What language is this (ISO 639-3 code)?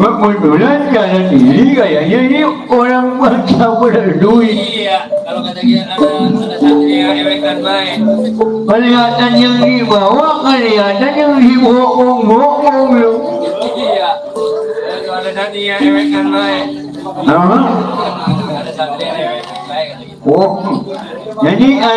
bew